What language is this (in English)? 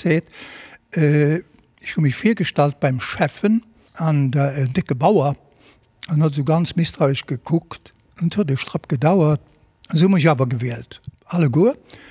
Luxembourgish